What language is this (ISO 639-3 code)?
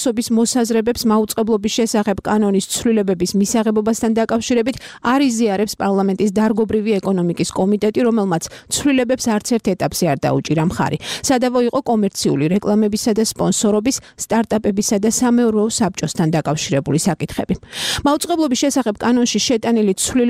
kat